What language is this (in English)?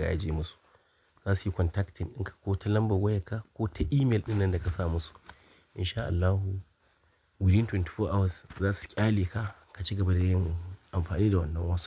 Hausa